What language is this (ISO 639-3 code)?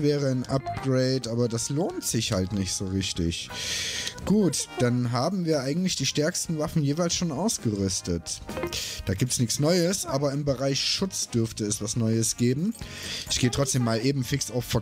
deu